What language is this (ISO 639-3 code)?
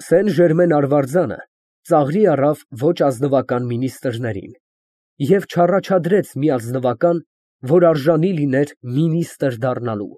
hye